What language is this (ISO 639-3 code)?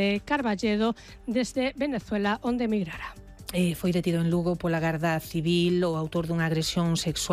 glg